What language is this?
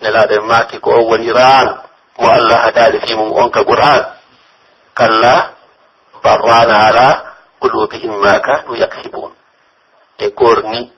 Pular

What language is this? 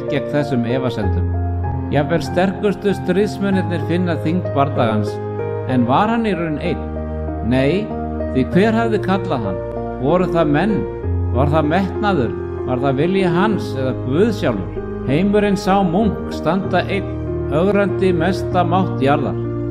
Icelandic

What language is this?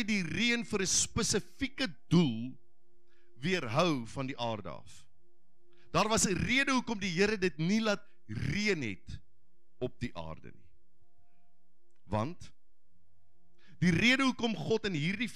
Afrikaans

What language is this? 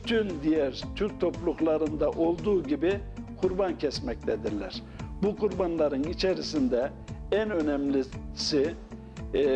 Gagauz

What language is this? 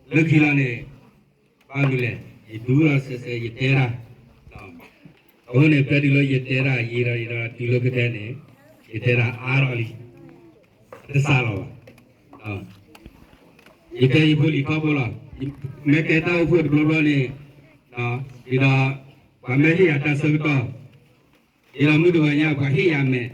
S'gaw Karen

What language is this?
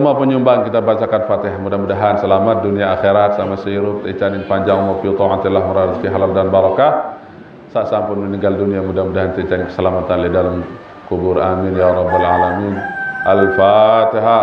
Sasak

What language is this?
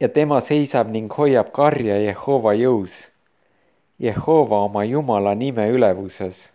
Estonian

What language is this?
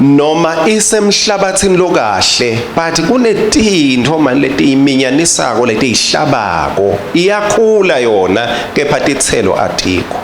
Swati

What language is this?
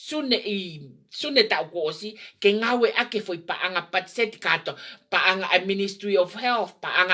Tongan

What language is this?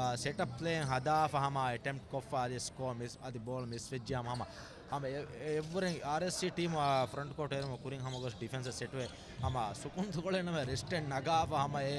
Divehi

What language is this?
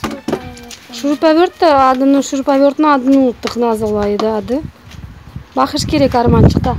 Crimean Tatar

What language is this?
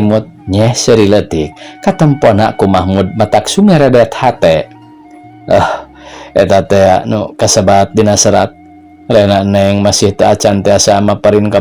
Sundanese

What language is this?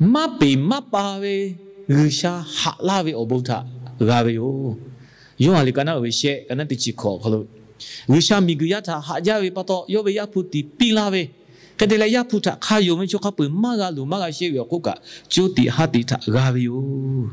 Lahu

